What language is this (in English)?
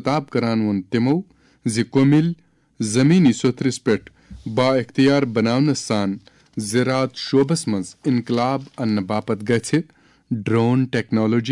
Kashmiri